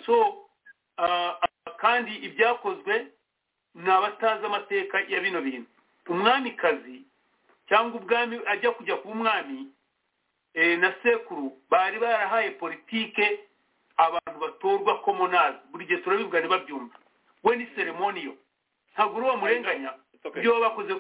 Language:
Kinyarwanda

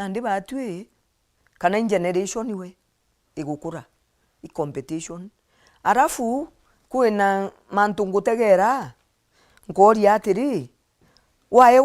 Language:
Meru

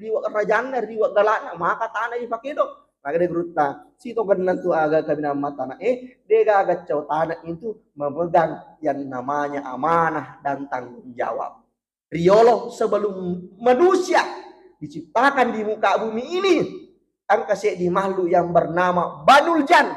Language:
Buginese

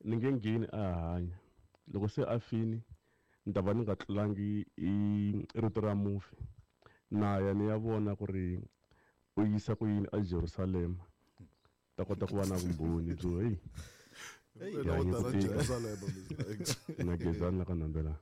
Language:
Tsonga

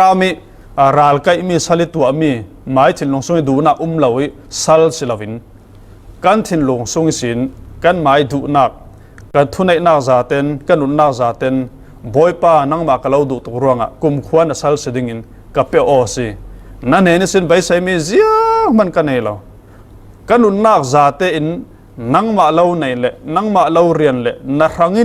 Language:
Falam Chin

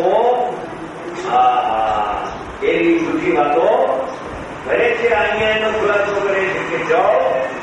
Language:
Gujarati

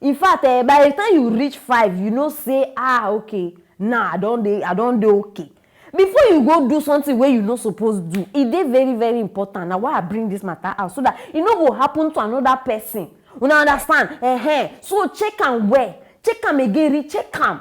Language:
Nigerian Pidgin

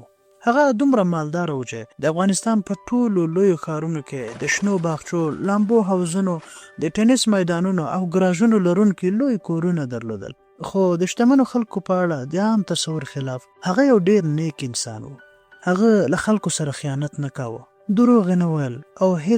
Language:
Pashto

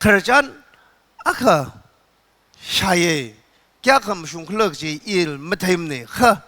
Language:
Tangkhul Naga (India)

